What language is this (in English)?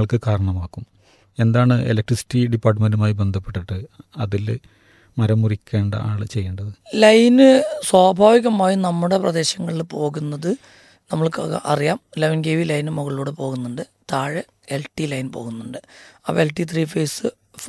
Malayalam